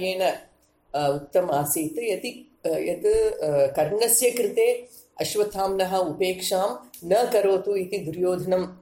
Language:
Sanskrit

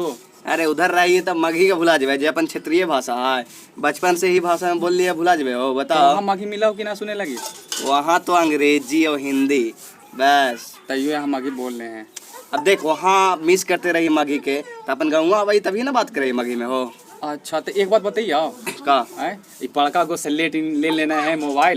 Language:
Magahi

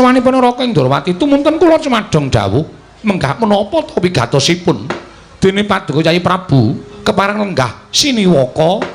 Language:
Javanese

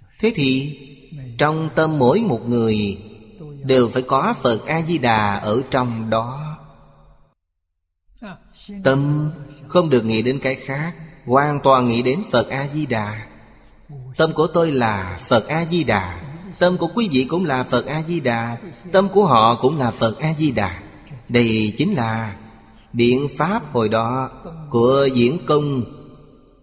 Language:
Vietnamese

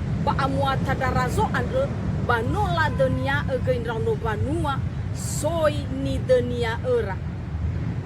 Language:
Nias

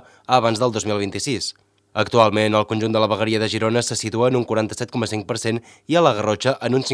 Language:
Catalan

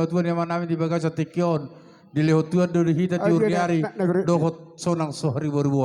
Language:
Batak Toba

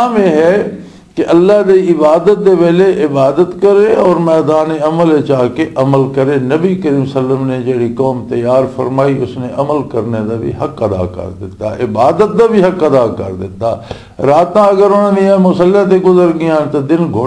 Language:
Western Panjabi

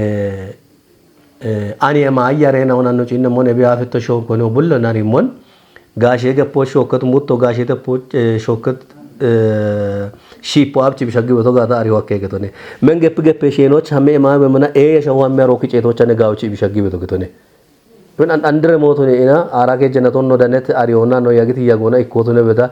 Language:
Kafa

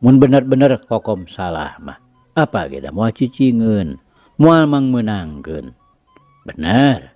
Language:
Sundanese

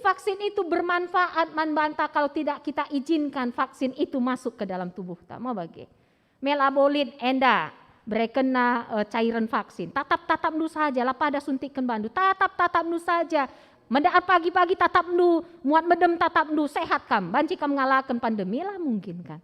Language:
Batak Karo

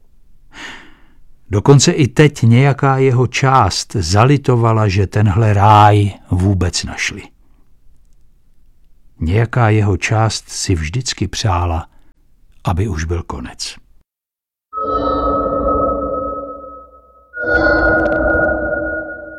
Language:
Czech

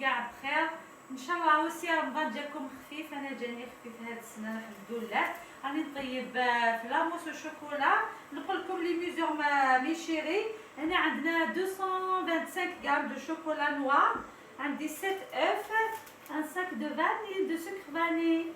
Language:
Algerian Arabic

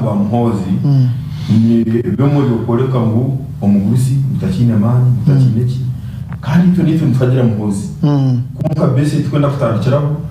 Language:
Nyankole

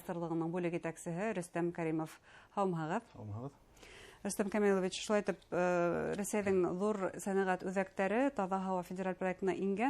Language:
Bashkir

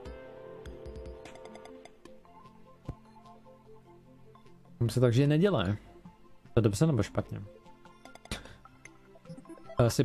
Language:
Czech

